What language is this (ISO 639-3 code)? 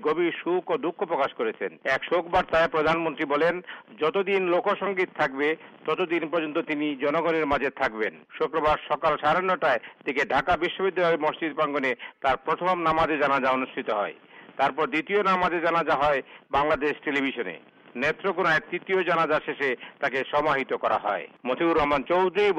ben